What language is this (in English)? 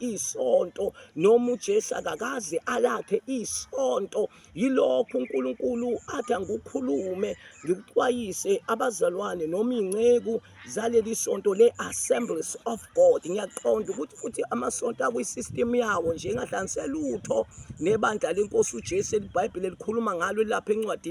Zulu